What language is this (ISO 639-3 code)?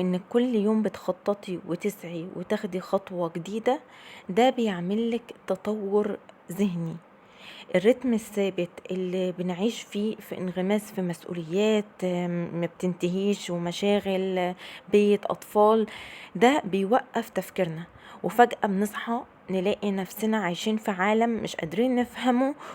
arz